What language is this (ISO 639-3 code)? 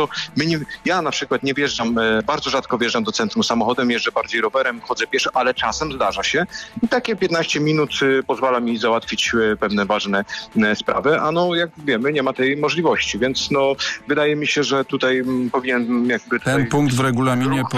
pol